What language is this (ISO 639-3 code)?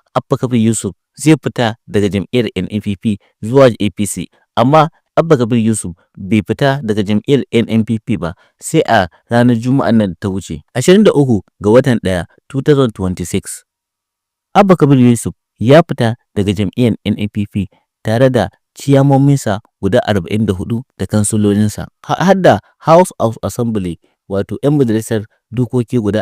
hau